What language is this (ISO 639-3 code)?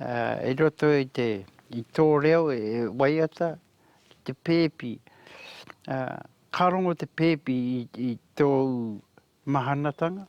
mri